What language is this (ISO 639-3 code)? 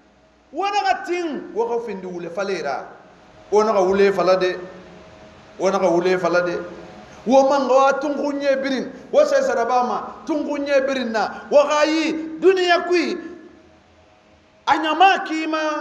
sus